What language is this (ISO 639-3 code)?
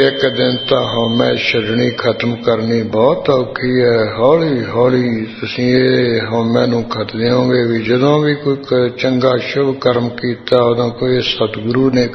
pan